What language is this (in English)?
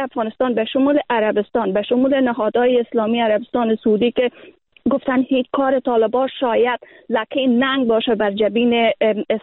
Persian